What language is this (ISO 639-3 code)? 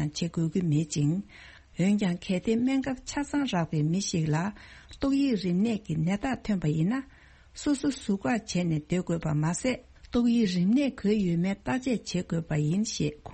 bod